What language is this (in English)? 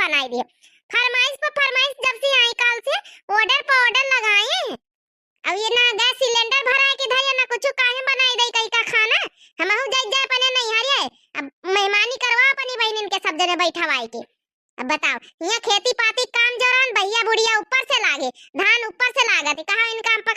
Awadhi